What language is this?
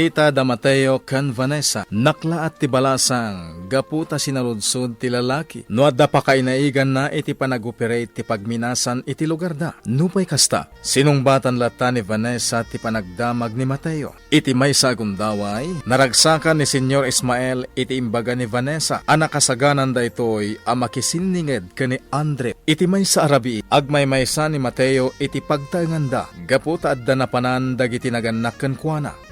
Iloko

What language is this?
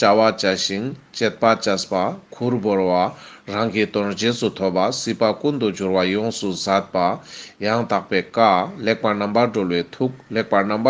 Ladakhi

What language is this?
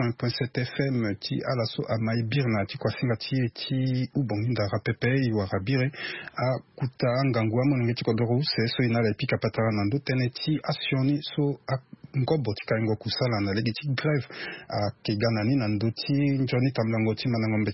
Sango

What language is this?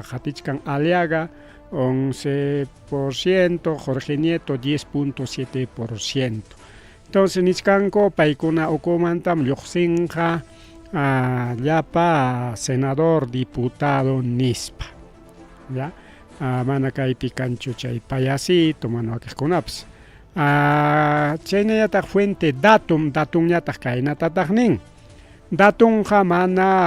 Ayacucho Quechua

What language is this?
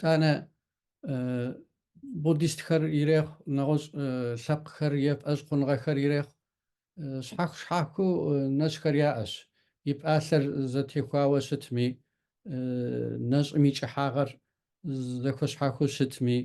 Kabardian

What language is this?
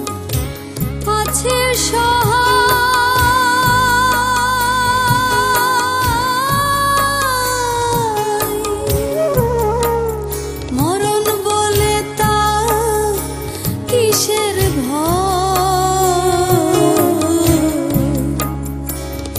Bangla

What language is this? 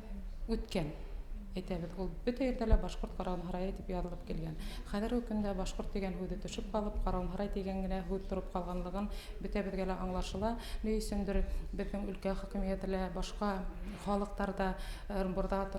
Bashkir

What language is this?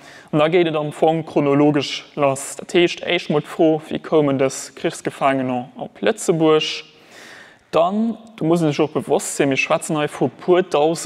Luxembourgish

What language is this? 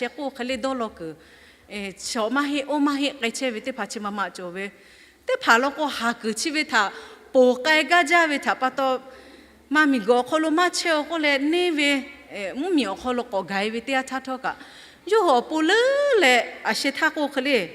Lahu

